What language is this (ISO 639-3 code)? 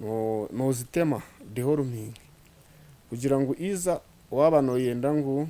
nyn